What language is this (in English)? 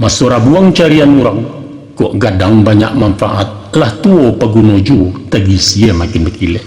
Minangkabau